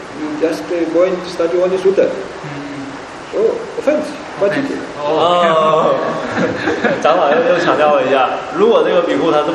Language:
Chinese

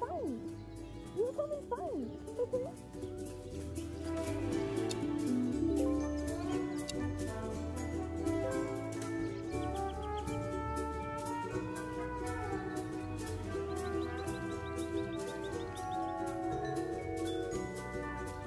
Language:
English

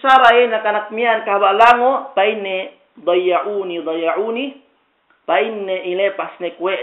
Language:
Yakan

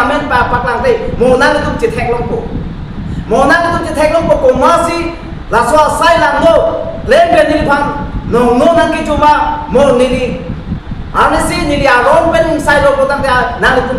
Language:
Karbi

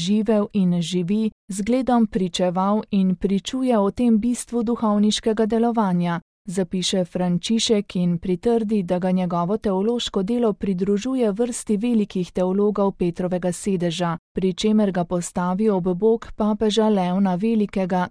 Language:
Slovenian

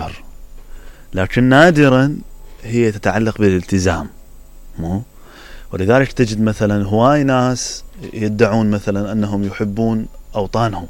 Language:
Mesopotamian Arabic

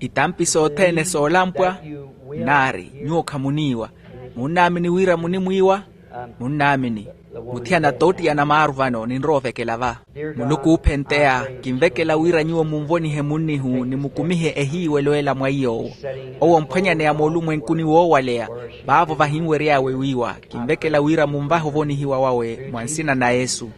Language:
Makhuwa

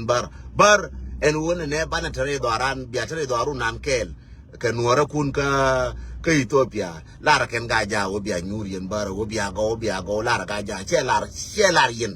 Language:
Nuer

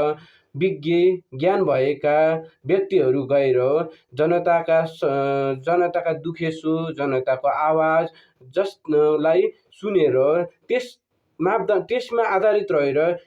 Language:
Nepali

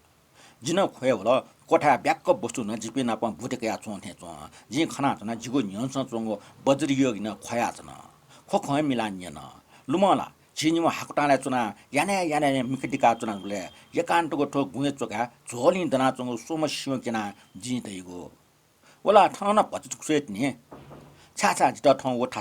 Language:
Newari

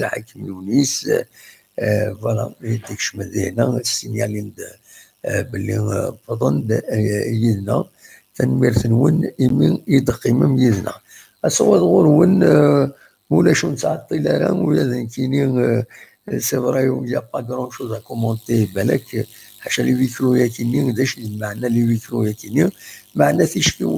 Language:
Kabyle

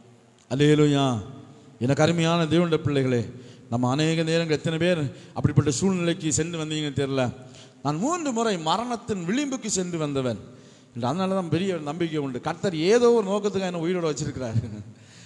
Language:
Tamil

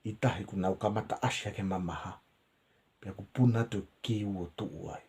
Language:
Tongan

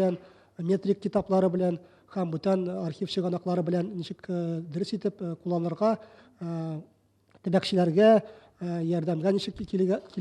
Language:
Tatar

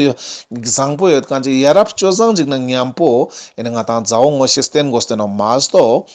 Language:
Ladakhi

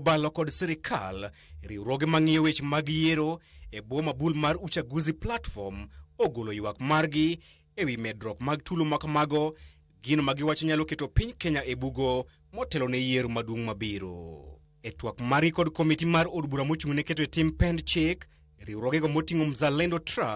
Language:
Luo (Kenya and Tanzania)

